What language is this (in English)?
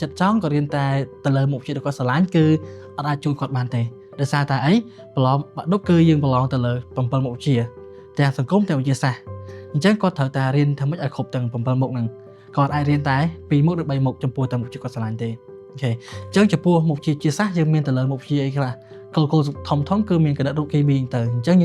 Khmer